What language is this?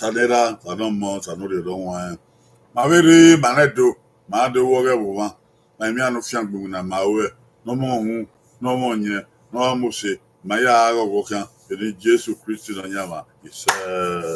Bini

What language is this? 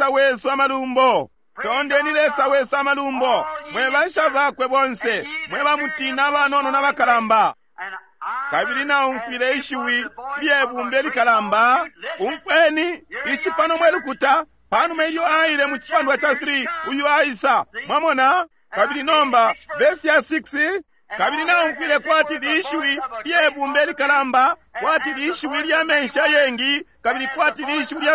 Bemba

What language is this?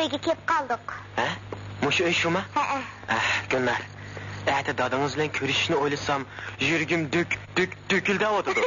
Uyghur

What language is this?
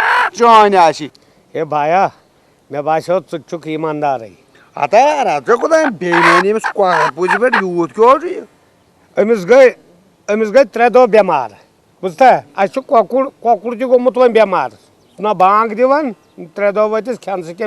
Kashmiri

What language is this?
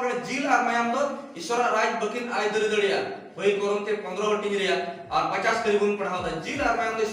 Santali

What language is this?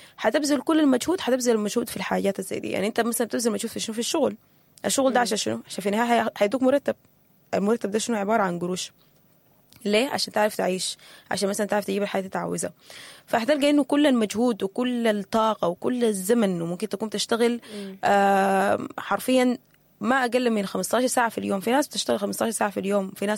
Sudanese Arabic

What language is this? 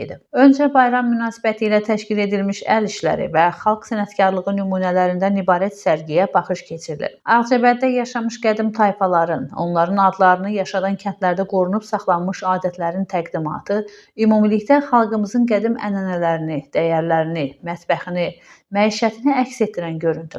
Azerbaijani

